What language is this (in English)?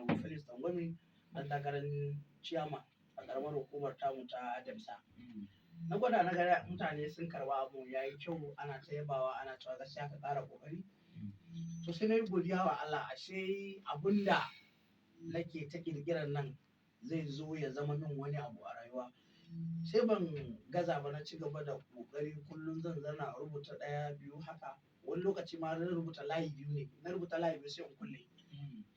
Hausa